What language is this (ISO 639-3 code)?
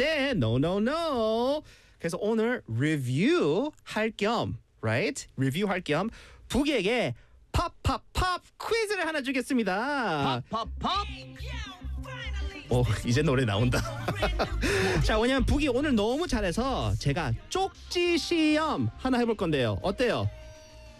kor